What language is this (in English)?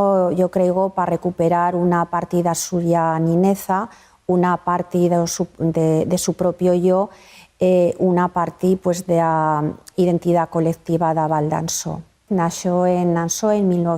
Aragonese